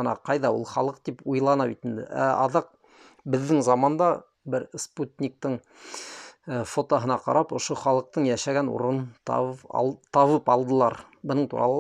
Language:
Bashkir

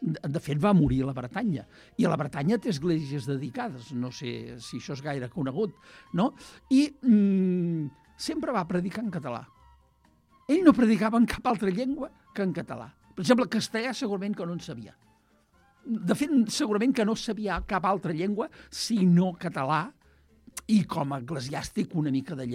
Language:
Catalan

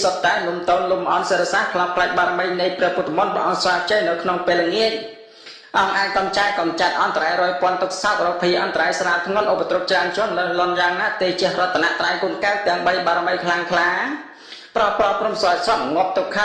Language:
Khmer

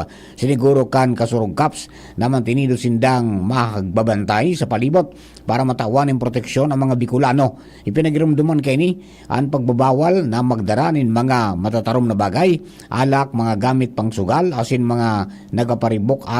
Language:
Bikol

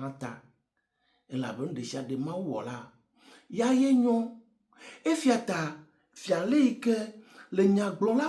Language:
Ewe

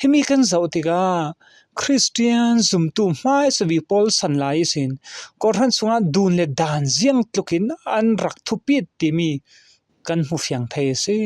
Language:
Falam Chin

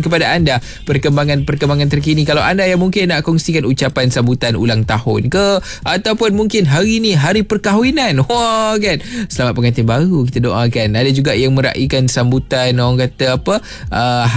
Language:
Malay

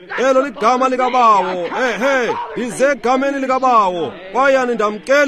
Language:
Xhosa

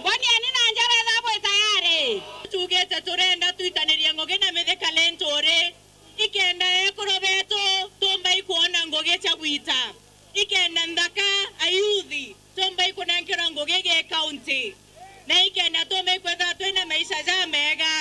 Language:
Meru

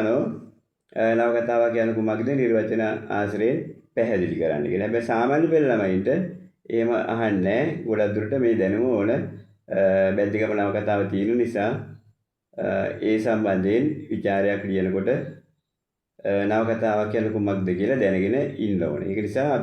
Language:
Sinhala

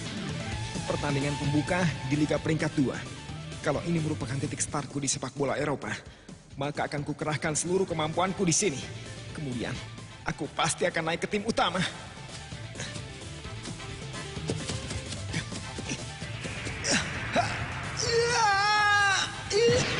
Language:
Indonesian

